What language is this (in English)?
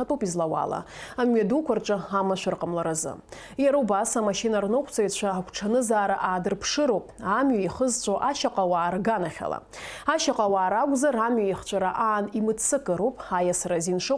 Abkhazian